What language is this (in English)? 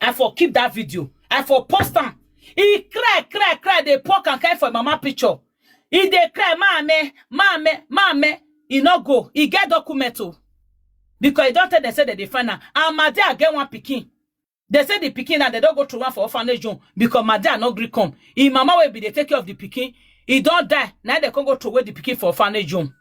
Nigerian Pidgin